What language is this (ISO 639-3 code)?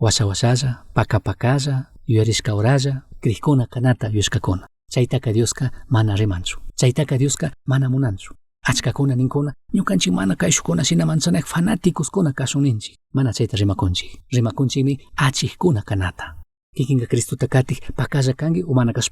qug